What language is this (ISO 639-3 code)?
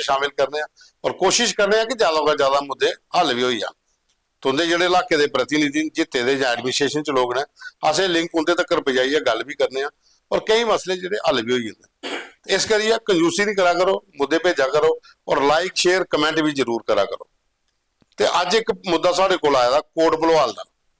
doi